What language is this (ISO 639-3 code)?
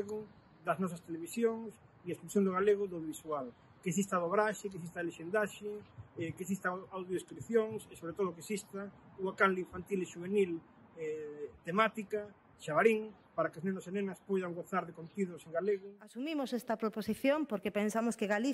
glg